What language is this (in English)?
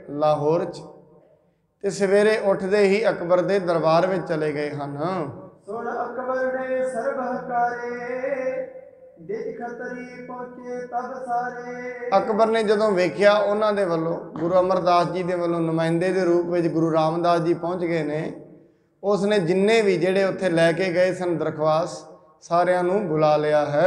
Punjabi